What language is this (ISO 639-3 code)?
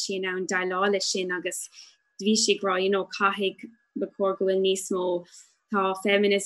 gle